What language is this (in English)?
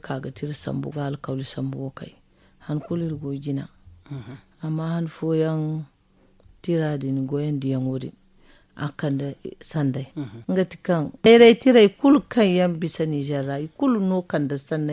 Zarma